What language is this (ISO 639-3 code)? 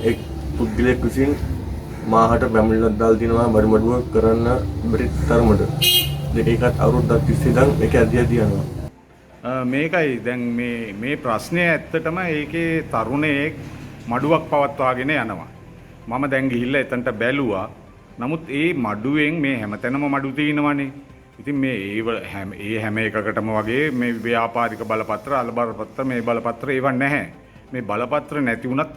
sin